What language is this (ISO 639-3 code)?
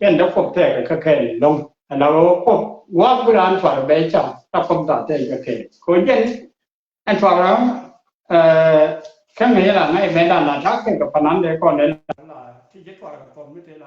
nus